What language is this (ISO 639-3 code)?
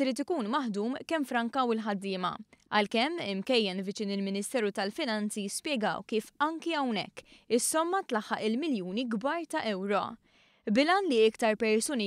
mlt